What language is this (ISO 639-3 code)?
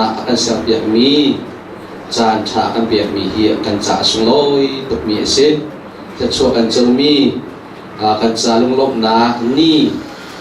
cnh